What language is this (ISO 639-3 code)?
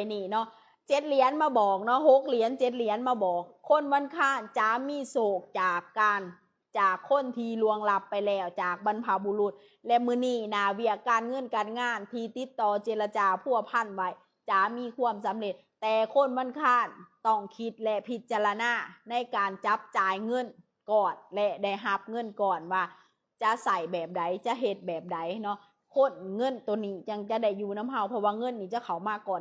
lao